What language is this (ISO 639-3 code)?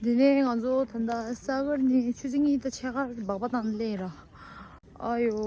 bod